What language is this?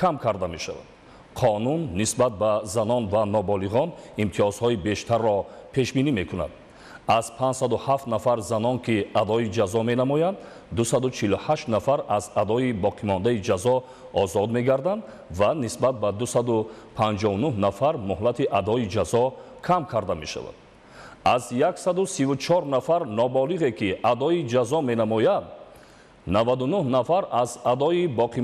Tajik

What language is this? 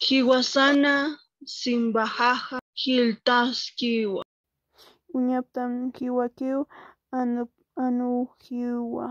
Aymara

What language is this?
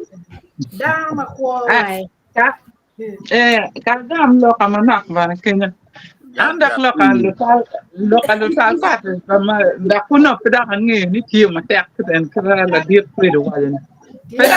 Acoli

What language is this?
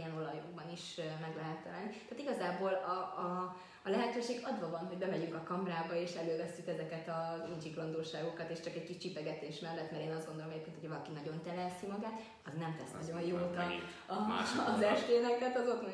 Hungarian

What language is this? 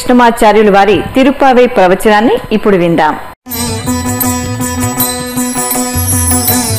Telugu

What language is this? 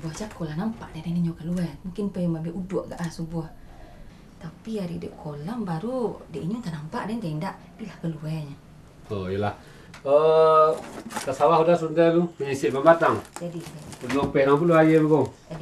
Minangkabau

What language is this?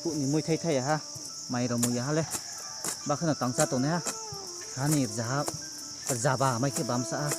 Riang (India)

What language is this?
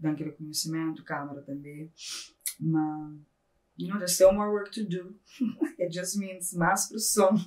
Kabuverdianu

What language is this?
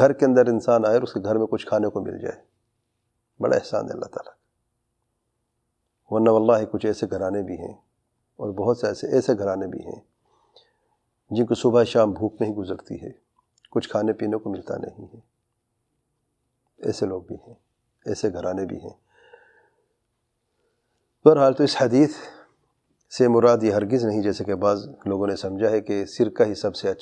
Urdu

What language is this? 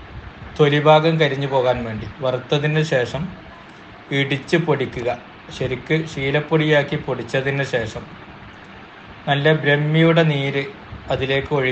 Malayalam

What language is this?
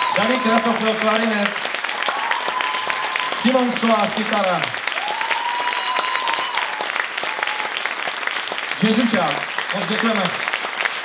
Czech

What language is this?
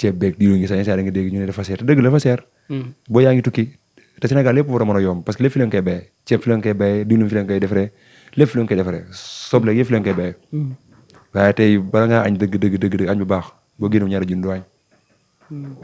Wolof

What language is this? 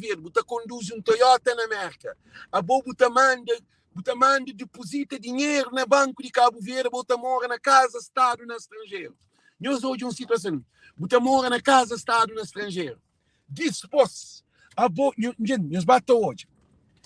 Kabuverdianu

